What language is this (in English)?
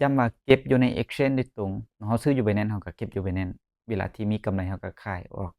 Lao